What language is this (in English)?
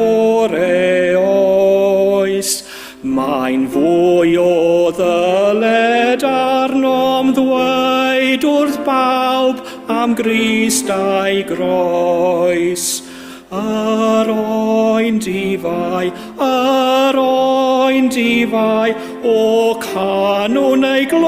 Welsh